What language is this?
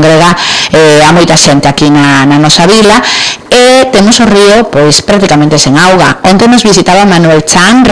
Galician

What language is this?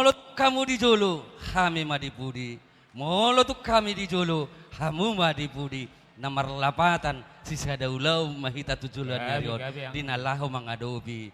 Batak Toba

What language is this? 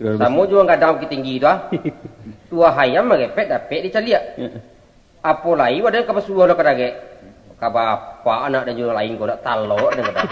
Minangkabau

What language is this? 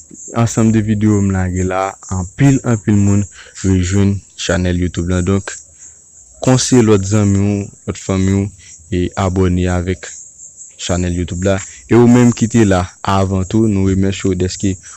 Haitian Creole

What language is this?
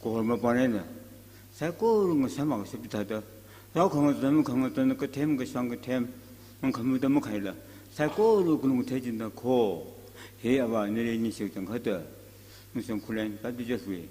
Tangkhul Naga (India)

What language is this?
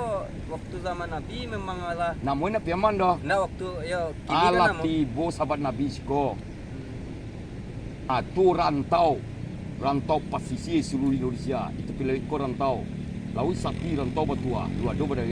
Minangkabau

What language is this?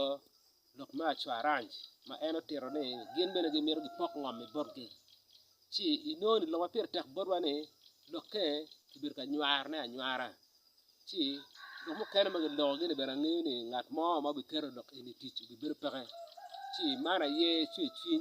Acoli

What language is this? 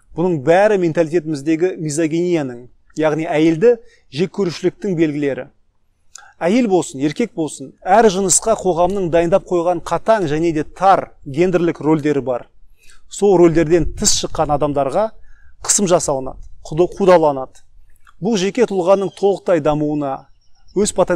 Kazakh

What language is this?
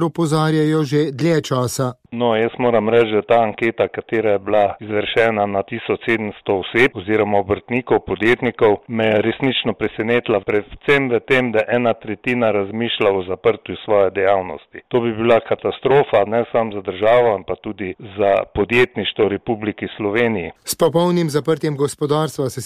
Slovenian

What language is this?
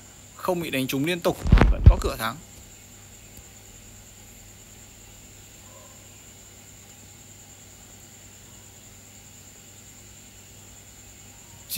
Vietnamese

